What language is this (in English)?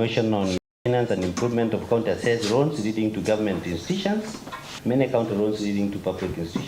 Meru